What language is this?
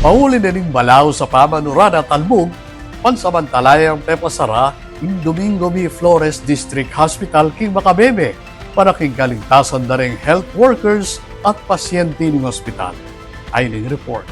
Pampanga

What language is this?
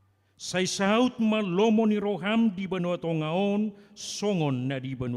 Batak Toba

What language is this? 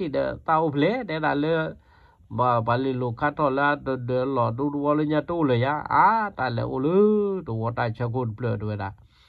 S'gaw Karen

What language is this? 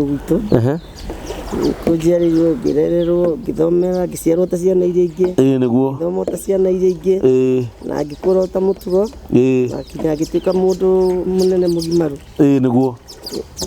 Kikuyu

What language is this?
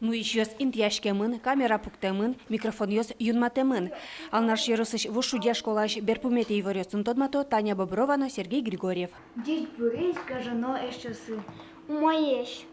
Udmurt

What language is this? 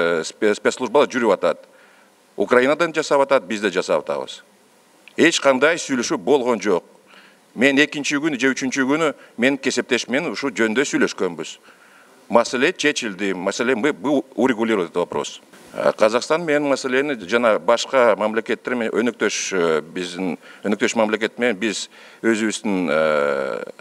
Kyrgyz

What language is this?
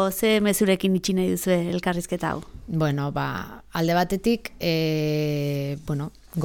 Basque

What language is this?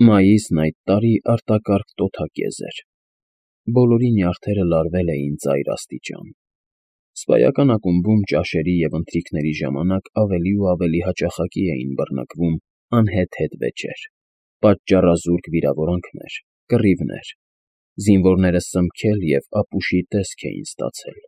Armenian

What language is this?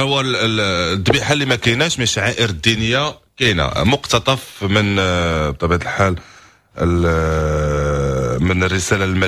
Moroccan Arabic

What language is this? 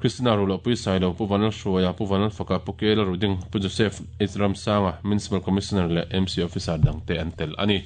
Mizo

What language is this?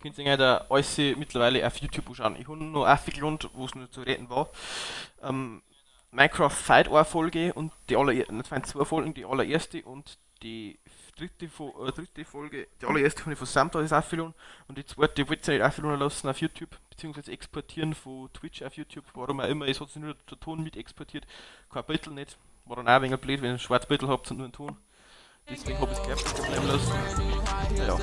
Bavarian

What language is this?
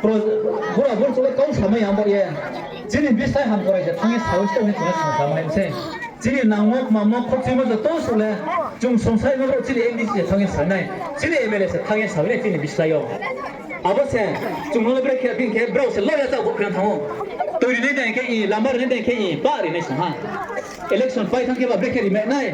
Riang (India)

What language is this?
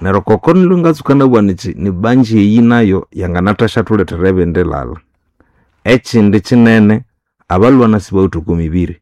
Nande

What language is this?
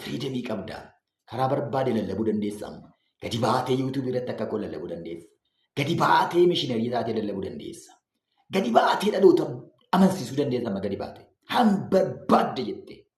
Oromo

